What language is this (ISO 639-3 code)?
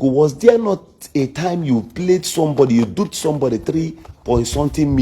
ibo